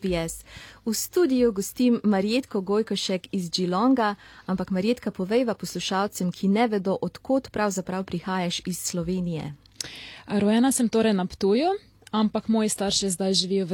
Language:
Slovenian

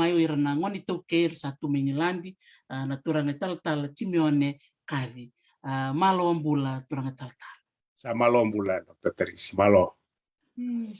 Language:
Fijian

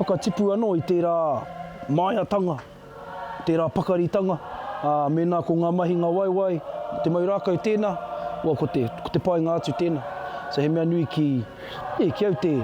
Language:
Māori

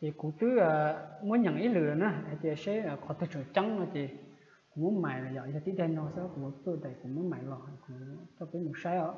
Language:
Hmong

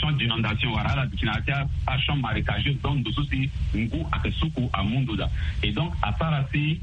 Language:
Sango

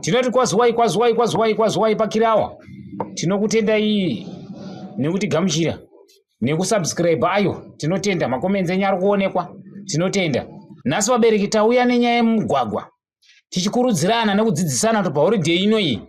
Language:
Shona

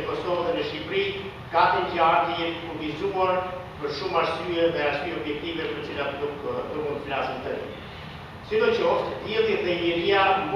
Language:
Albanian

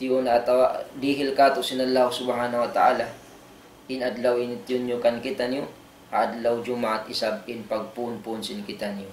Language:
Tausug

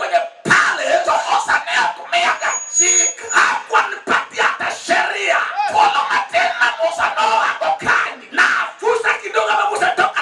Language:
Luo (Kenya and Tanzania)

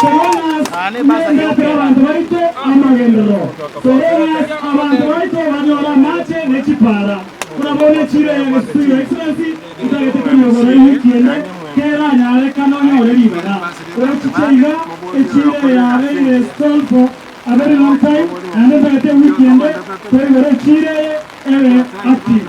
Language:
Gusii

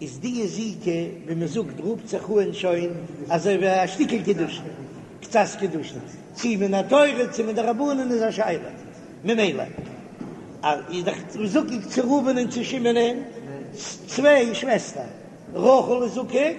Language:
Yiddish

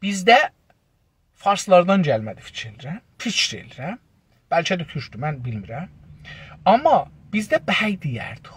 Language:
South Azerbaijani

